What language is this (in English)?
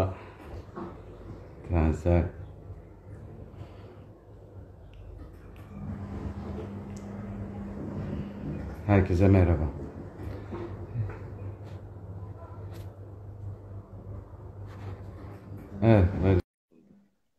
Turkish